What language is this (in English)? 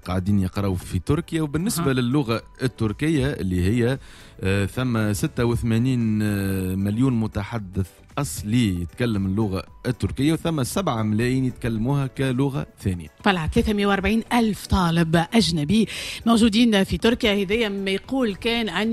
Tunisian Arabic